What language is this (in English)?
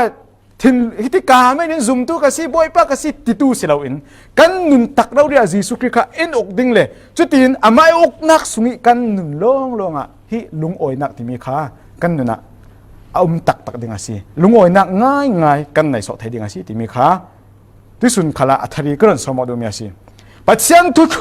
Falam Chin